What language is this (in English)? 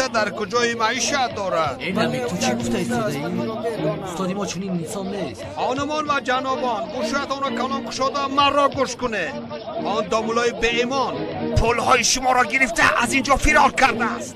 Tajik